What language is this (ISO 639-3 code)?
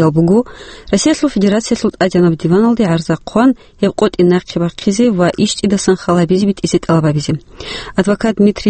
ava